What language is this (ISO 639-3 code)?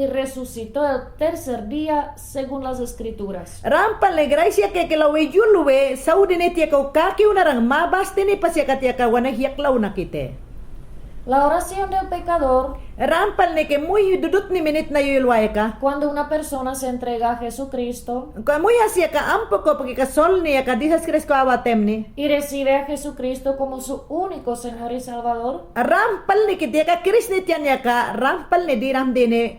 yan